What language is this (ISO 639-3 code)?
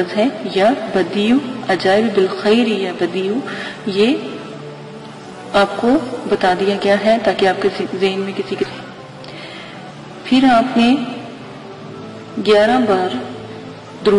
urd